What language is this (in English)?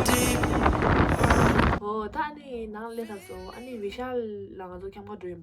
Tibetan